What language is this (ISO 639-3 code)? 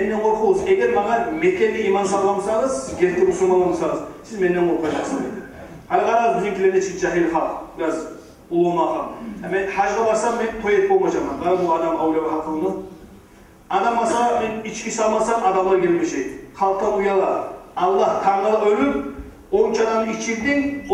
kum